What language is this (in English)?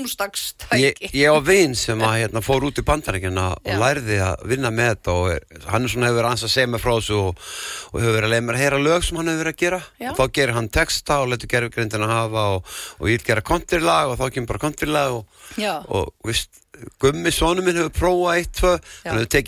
Icelandic